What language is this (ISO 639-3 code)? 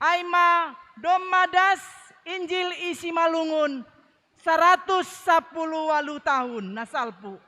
bts